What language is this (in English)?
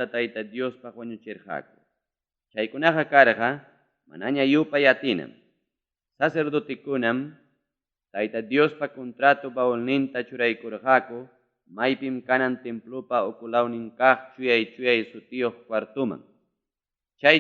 Ayacucho Quechua